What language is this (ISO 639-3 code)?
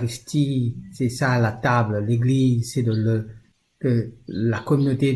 mfe